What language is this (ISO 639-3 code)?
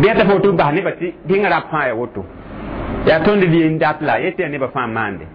mos